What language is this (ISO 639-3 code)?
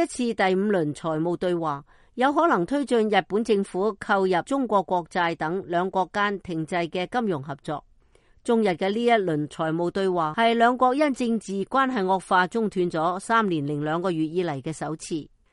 yue